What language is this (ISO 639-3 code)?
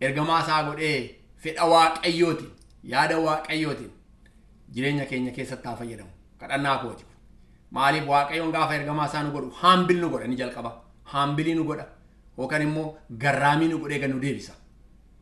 orm